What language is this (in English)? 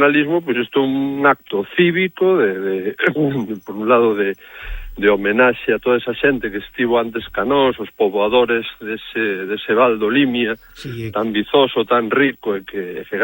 Galician